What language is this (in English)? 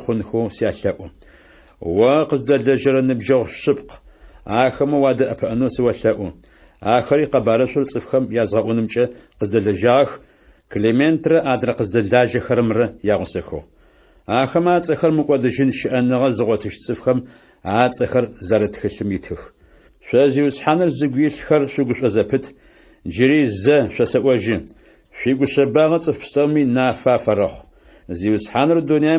Adyghe